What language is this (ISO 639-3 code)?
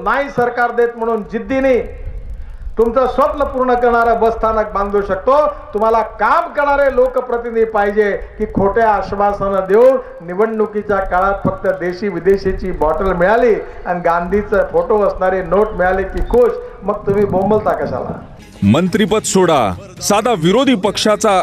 mar